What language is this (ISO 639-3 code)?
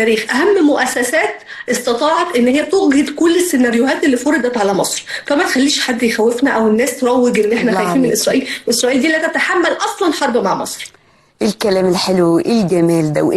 arz